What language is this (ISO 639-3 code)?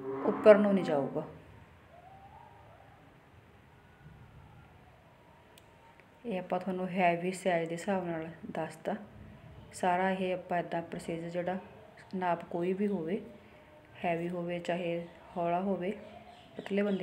pan